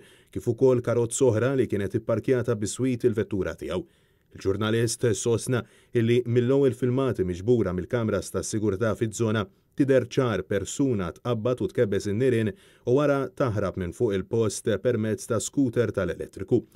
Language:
Maltese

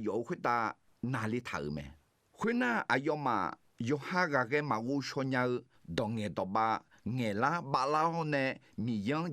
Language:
Akha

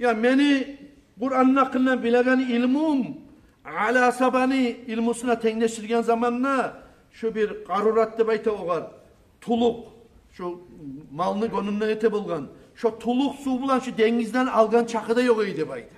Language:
Kumyk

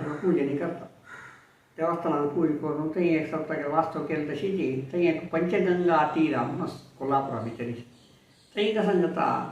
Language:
Konkani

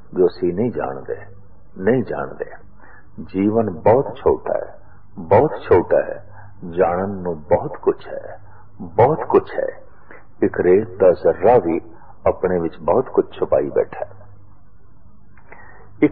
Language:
Punjabi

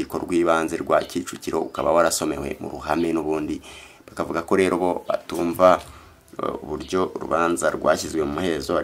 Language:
Kinyarwanda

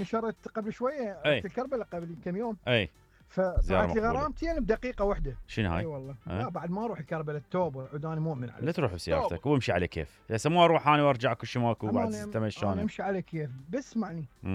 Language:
Mesopotamian Arabic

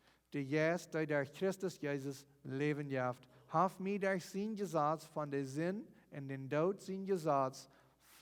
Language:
Plautdietsch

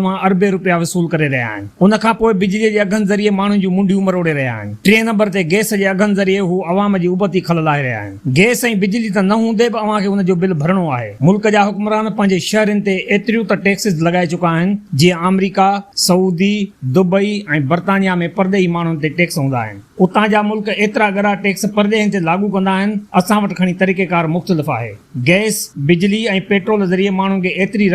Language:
Sindhi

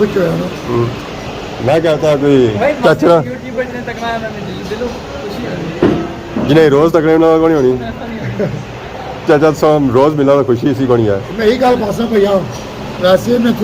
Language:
Pahari-Potwari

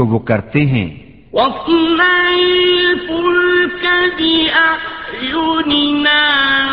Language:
Urdu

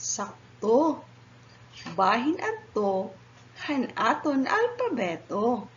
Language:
Waray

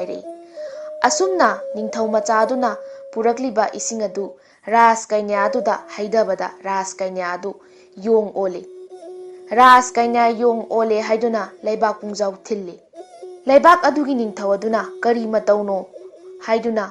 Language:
Manipuri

